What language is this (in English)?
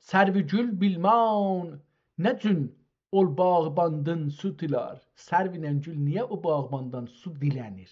South Azerbaijani